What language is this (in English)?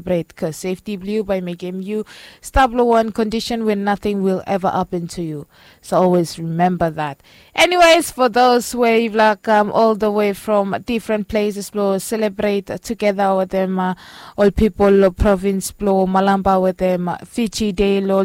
Bislama